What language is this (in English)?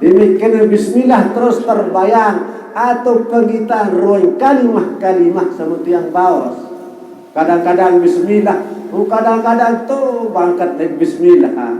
Sasak